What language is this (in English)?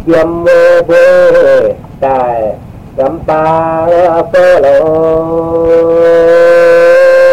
Vietnamese